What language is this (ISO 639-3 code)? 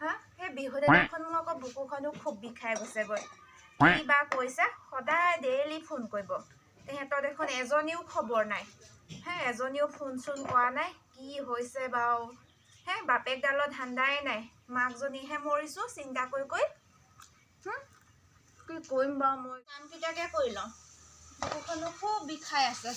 asm